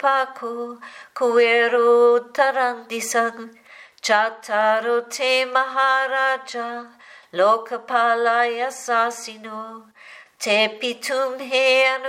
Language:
Pali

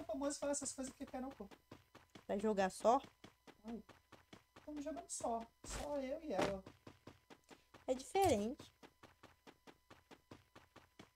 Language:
Portuguese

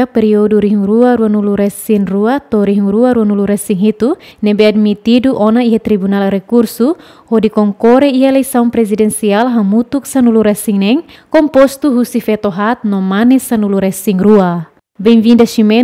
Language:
Tetum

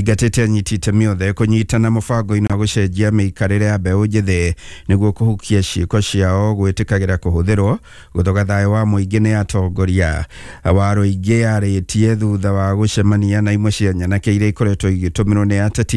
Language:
Kikuyu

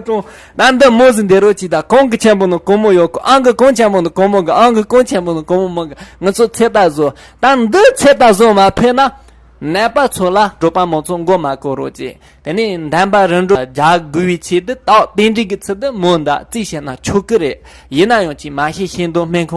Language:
Tibetan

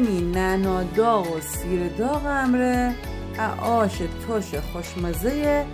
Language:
Gilaki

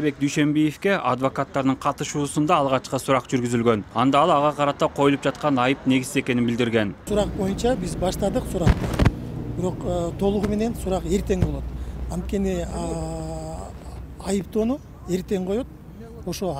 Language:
Kyrgyz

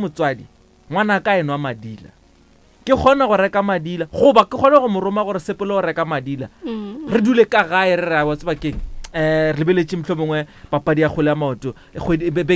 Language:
Northern Sotho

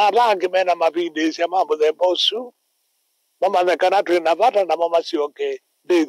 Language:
Kamba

